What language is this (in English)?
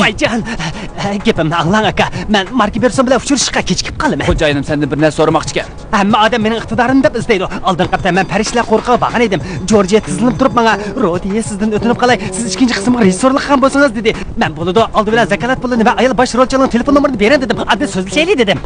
Uyghur